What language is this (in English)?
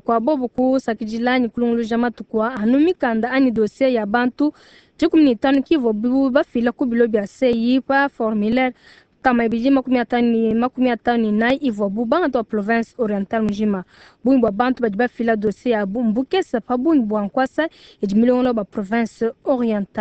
Luba-Lulua